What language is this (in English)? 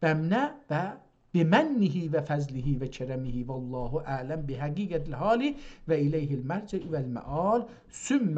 South Azerbaijani